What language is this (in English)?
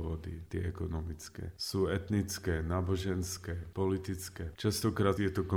Slovak